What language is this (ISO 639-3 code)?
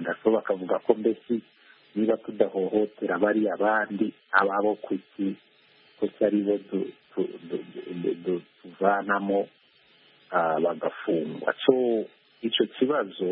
kin